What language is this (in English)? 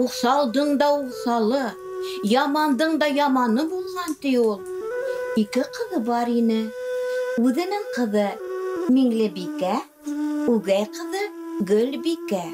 Bashkir